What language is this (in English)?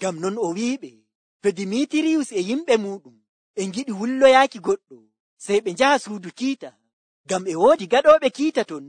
Nigerian Fulfulde